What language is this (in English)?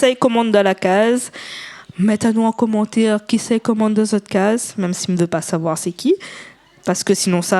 Réunion Creole French